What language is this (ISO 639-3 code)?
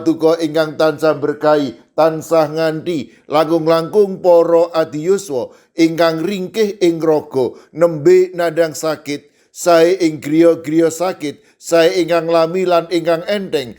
jav